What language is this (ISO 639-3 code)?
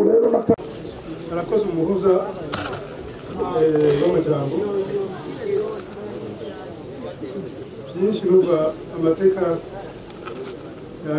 run